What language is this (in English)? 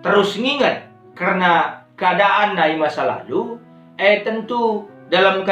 Batak Karo